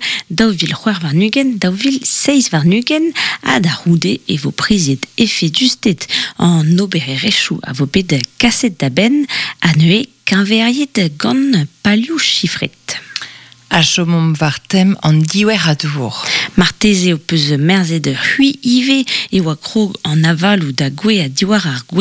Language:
Breton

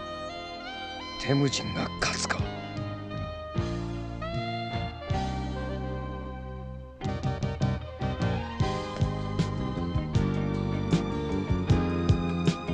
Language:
Japanese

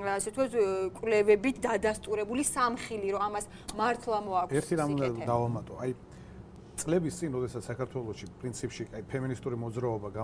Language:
Georgian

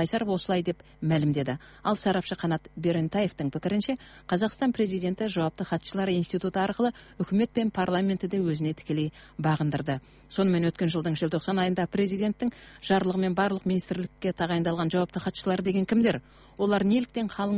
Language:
Kazakh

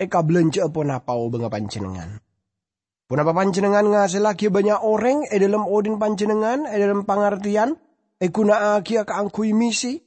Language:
Madurese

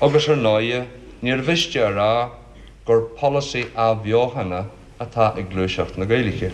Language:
Irish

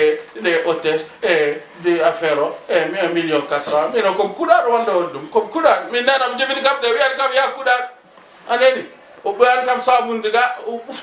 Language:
Fula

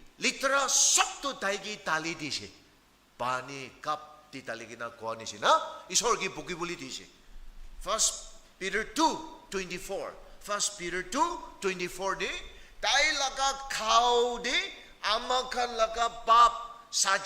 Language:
Naga Pidgin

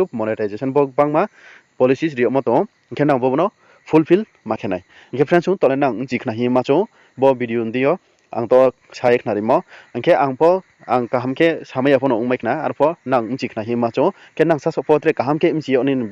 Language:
Riang (India)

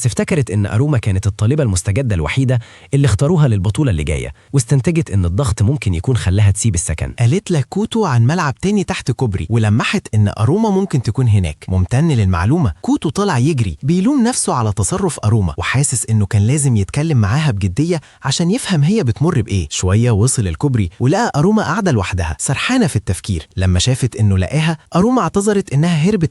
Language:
Egyptian Arabic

